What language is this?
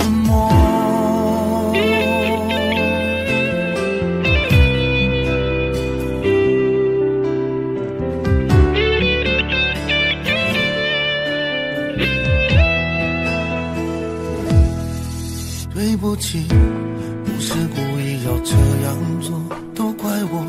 Chinese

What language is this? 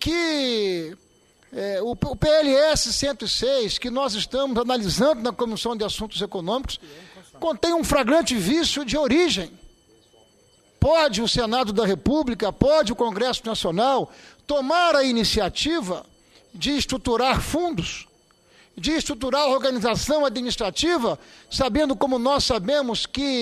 Portuguese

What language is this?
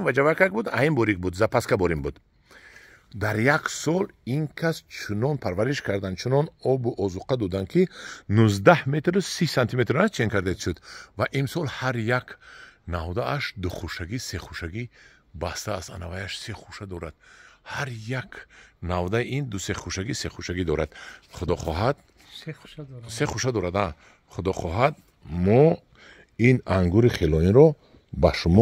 Tajik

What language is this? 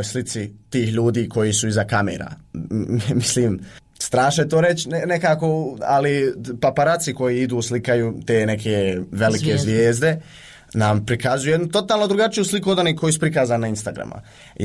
Croatian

